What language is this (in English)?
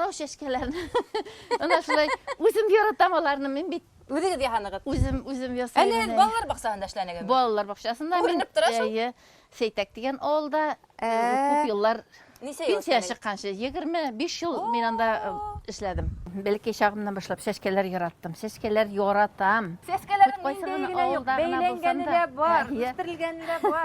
Bashkir